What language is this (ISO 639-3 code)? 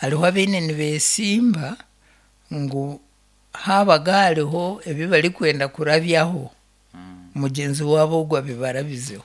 nyn